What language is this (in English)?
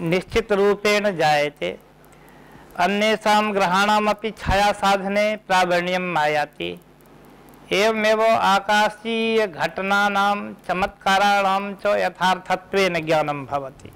Sanskrit